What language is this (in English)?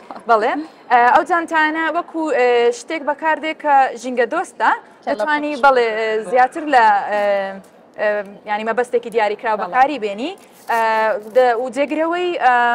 Central Kurdish